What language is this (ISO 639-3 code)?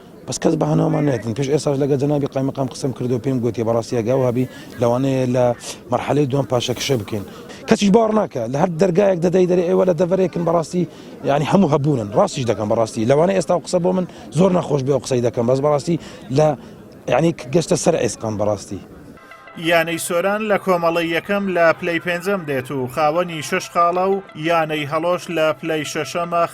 ckb